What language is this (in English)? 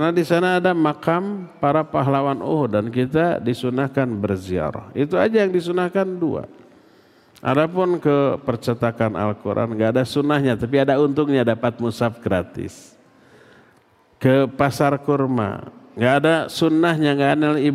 Indonesian